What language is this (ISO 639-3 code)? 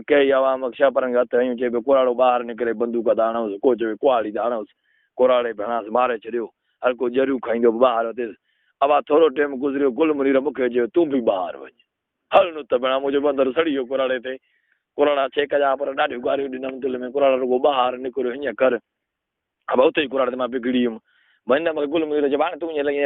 snd